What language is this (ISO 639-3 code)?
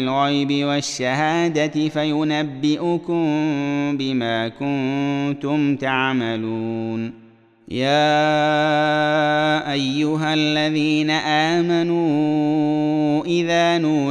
ara